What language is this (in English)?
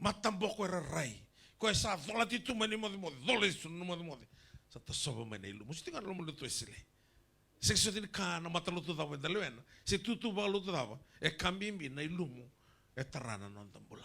Fijian